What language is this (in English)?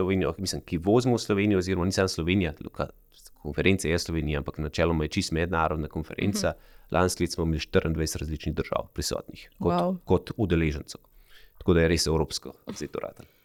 Slovenian